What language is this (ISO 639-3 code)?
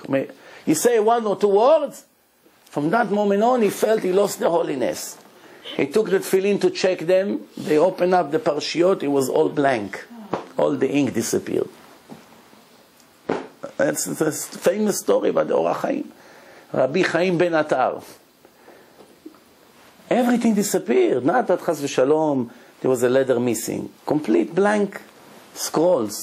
eng